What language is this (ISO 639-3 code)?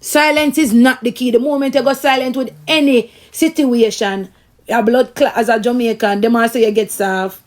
jam